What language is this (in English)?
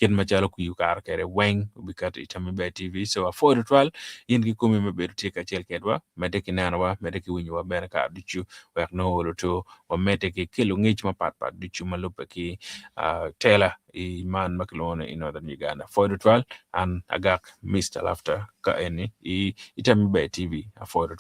Acoli